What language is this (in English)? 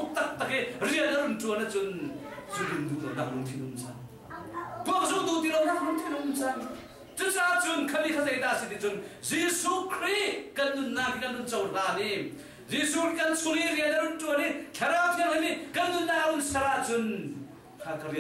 Hakha Chin